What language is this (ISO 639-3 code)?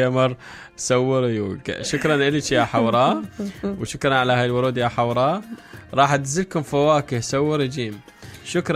acm